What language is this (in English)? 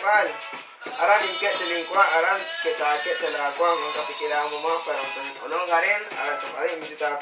Kekchí